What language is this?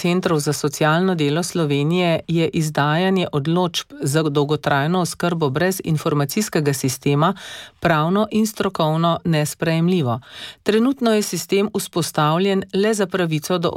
Slovenian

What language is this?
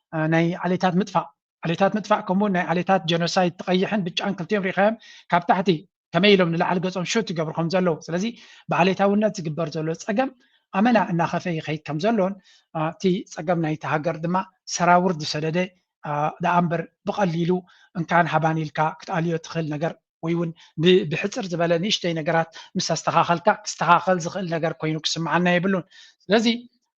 Tigrinya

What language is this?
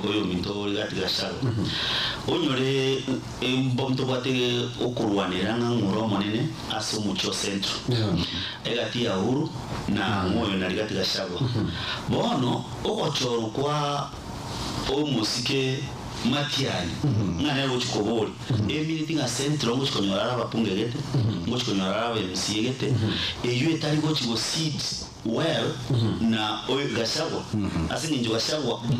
Gusii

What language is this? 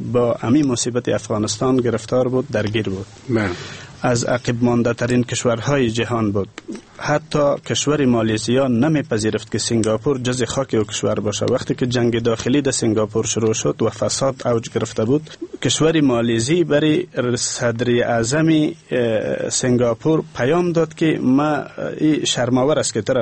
Persian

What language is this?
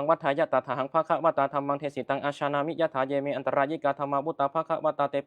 Pali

